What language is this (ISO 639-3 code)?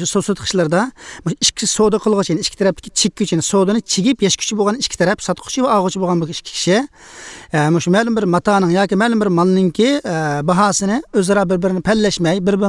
uig